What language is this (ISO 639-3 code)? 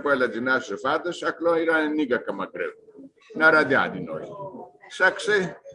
rup